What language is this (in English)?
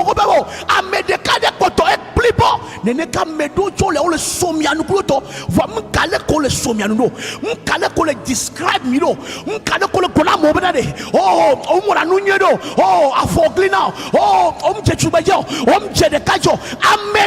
Ewe